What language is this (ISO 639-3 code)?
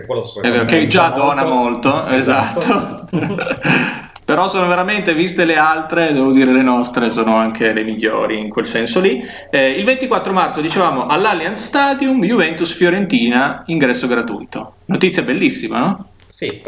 ita